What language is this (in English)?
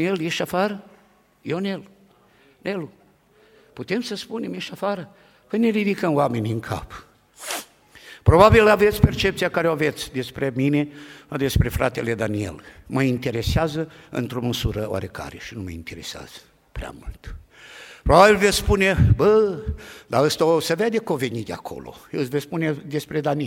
Romanian